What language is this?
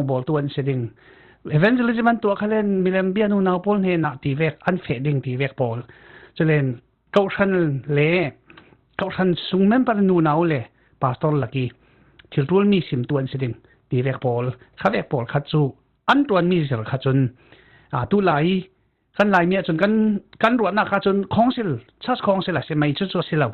Falam Chin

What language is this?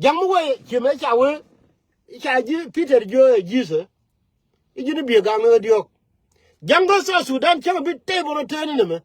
Nuer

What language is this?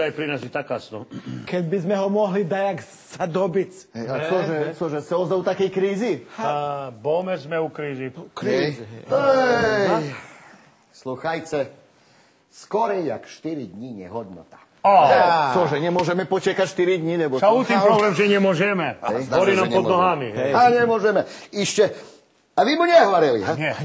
Rusyn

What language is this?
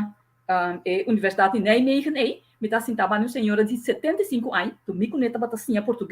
Papiamento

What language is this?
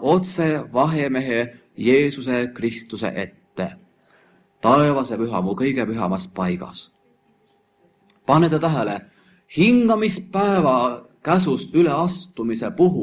Estonian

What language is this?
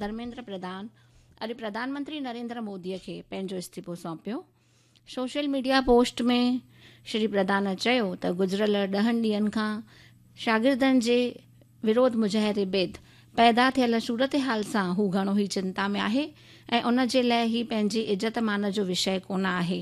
Sindhi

